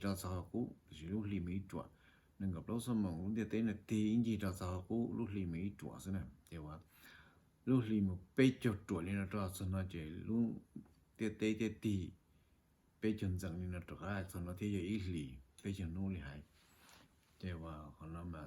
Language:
Hmong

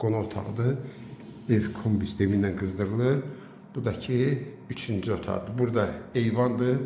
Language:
Azerbaijani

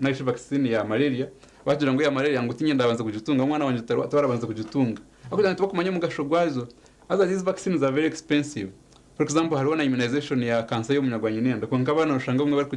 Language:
Nyankole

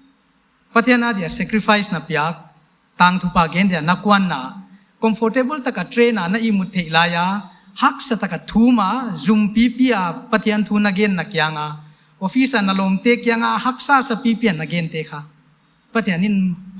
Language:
Paite Chin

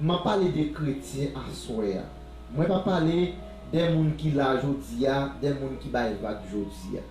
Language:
Haitian Creole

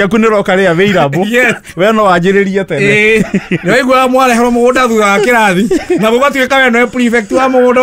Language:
Kikuyu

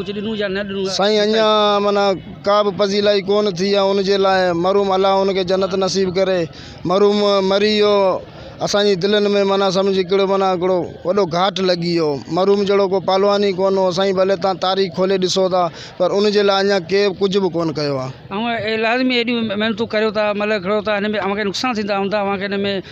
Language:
Sindhi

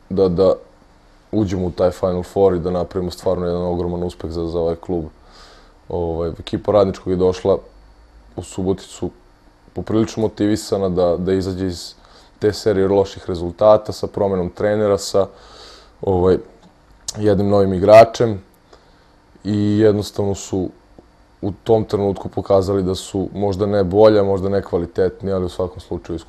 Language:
Serbian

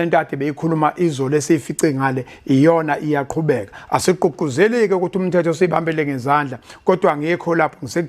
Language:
Zulu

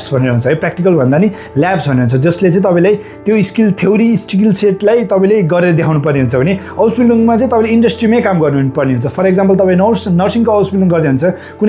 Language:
Nepali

